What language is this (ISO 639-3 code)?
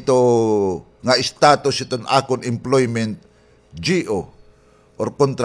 war